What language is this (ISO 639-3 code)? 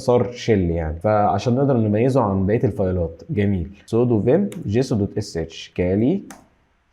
arz